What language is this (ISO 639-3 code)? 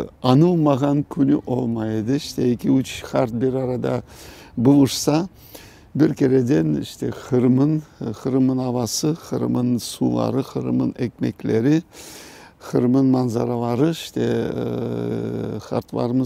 crh